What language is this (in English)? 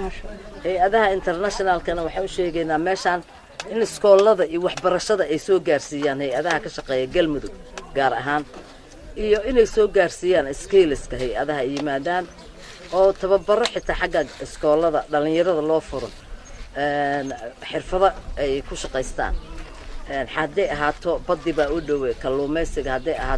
Somali